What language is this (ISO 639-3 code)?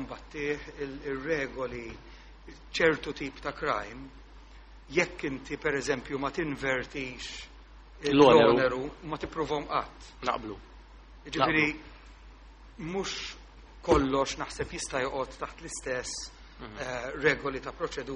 mlt